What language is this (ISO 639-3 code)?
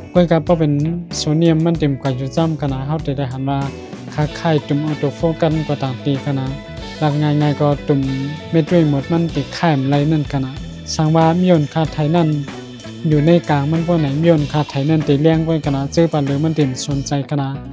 shn